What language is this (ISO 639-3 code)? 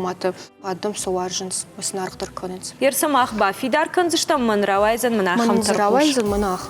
oss